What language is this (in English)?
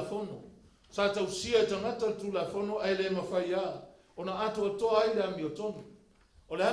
Samoan